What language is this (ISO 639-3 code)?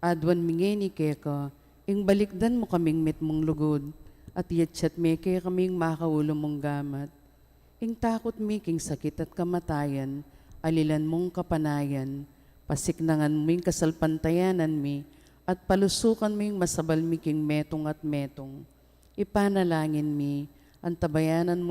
pam